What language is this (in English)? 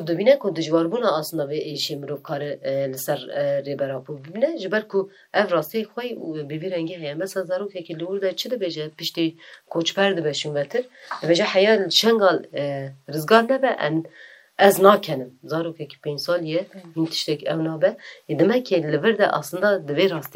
Kurdish